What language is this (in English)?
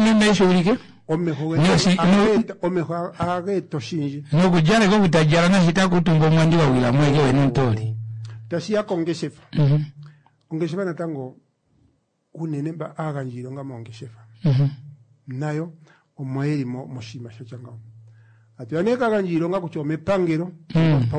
Kuanyama